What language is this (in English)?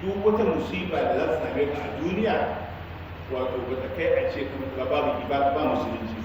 Hausa